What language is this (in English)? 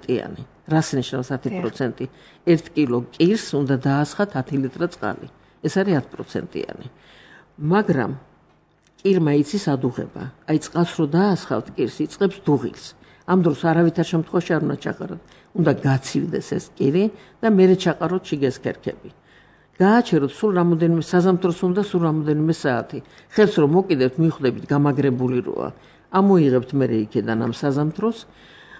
Georgian